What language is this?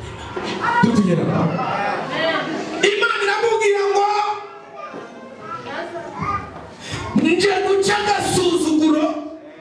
Kinyarwanda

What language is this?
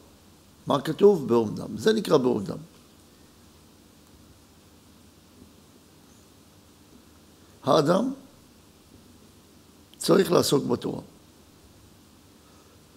Hebrew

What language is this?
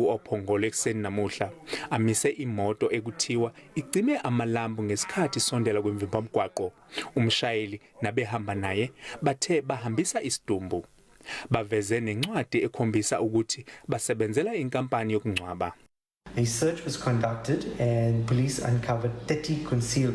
Zulu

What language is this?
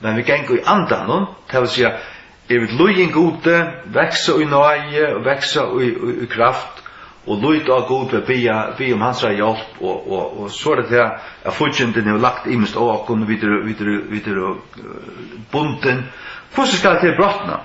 Faroese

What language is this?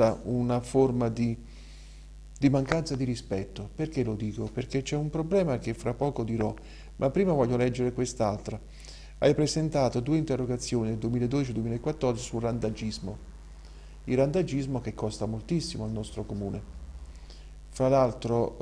Italian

